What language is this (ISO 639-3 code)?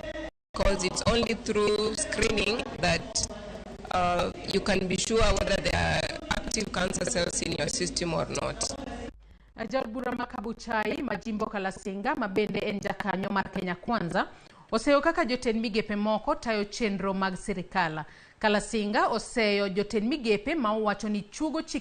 luo